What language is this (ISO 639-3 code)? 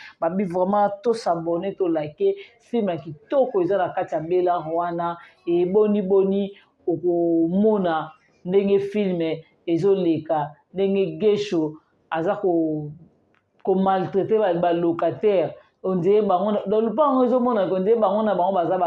lin